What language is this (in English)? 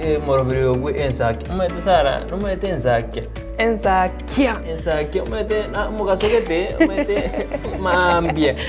Gusii